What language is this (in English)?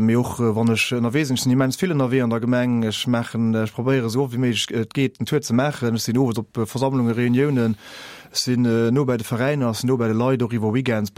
Luxembourgish